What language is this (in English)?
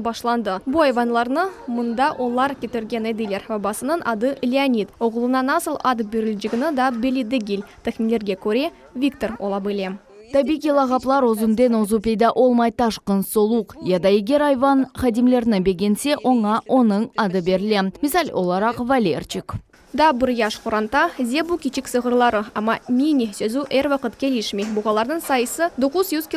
Crimean Tatar